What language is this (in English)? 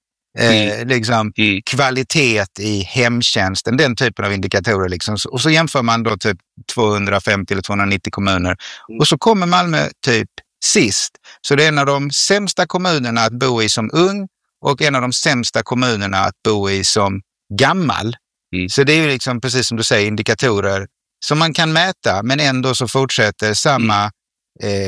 Swedish